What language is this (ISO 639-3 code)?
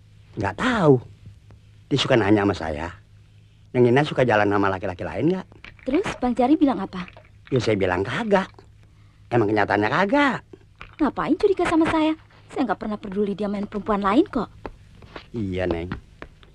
ind